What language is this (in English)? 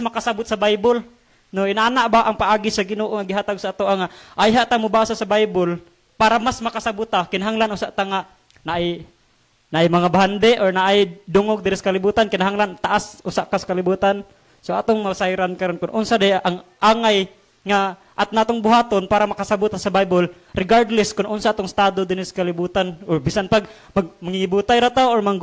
Cebuano